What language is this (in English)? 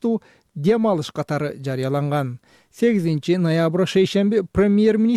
Kyrgyz